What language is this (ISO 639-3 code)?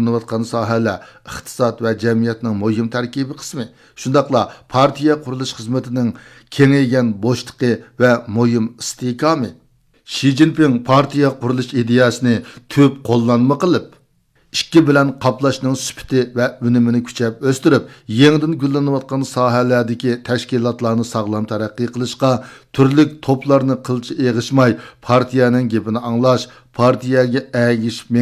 uig